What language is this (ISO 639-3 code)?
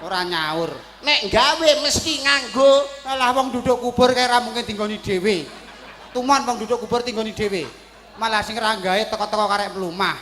jav